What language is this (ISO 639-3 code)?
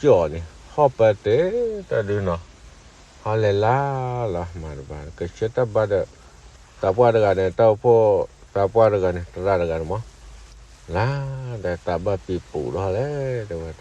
ksw